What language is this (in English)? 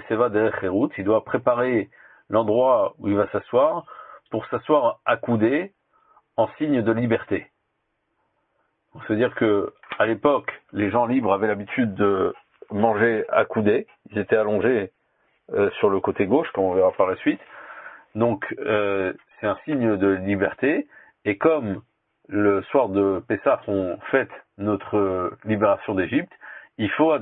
French